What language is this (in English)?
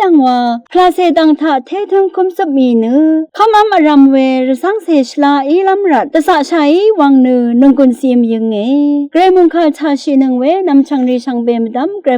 Rawang